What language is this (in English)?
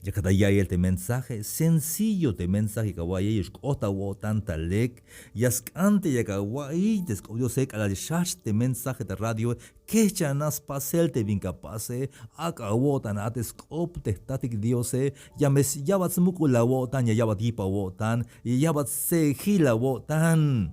Tzeltal